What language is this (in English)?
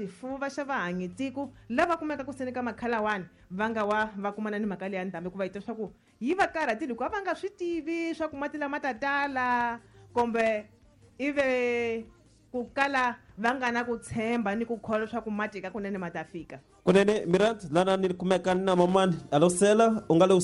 Tsonga